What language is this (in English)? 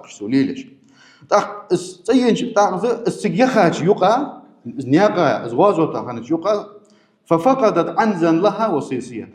Ingush